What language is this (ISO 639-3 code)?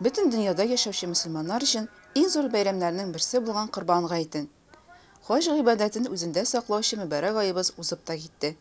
tat